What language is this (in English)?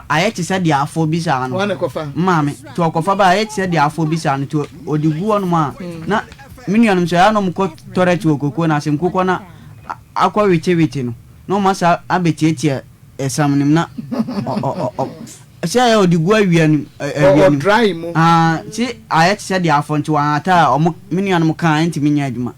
Akan